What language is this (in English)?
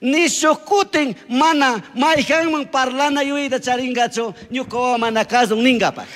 Chimborazo Highland Quichua